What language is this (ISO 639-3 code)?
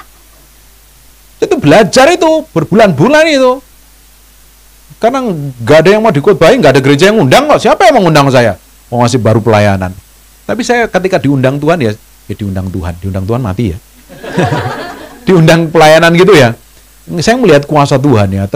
ind